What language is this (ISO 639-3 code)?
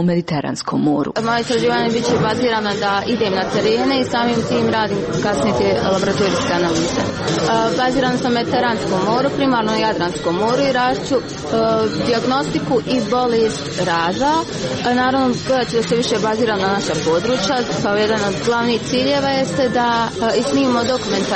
bos